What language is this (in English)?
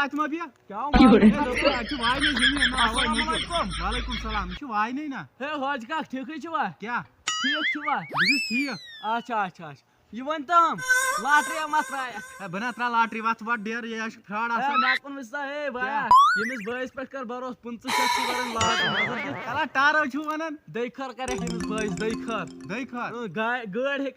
Kashmiri